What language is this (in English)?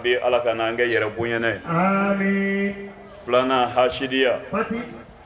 Bambara